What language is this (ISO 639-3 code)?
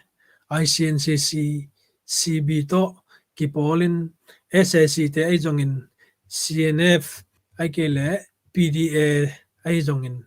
ctd